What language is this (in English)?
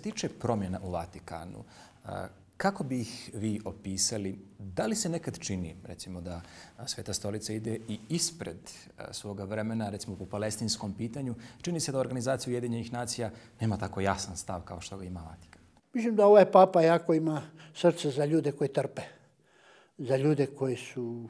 Bosnian